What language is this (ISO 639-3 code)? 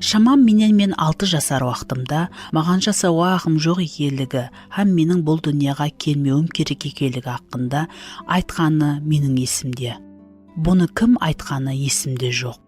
kaa